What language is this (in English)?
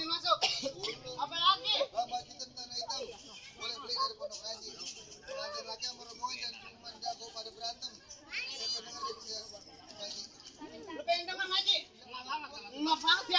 Betawi